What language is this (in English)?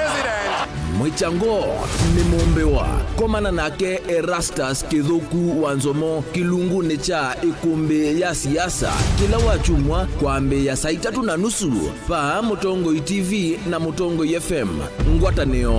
Kamba